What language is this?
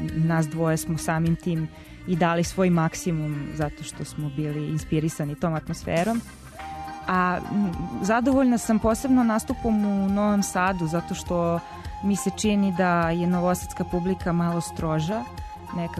Serbian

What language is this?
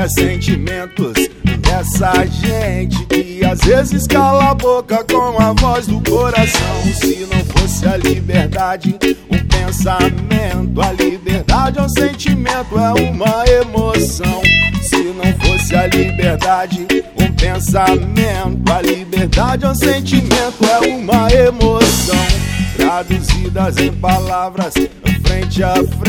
Portuguese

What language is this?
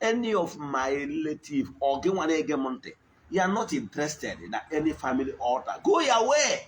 Igbo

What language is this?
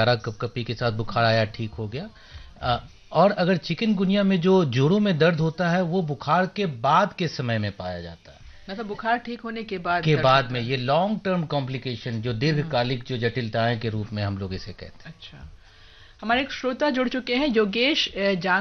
Hindi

